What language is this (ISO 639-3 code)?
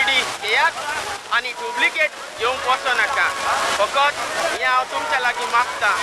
kok